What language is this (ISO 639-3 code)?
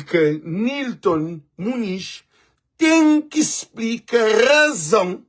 kea